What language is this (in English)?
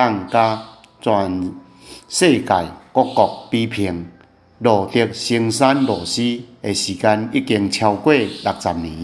Min Nan Chinese